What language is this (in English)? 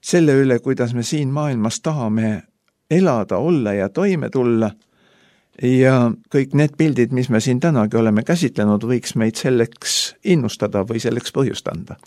Estonian